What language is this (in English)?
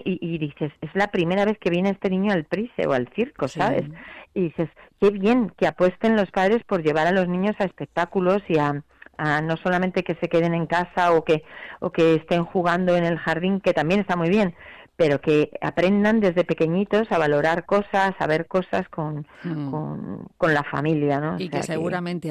Spanish